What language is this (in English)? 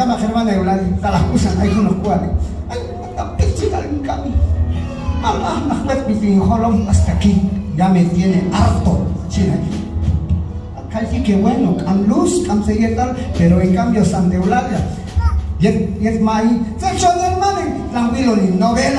Q'anjob'al